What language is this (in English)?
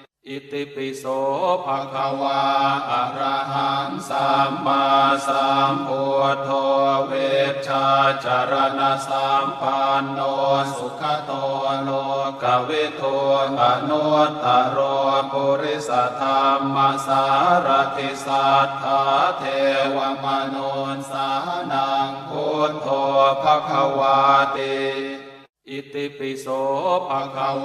Pali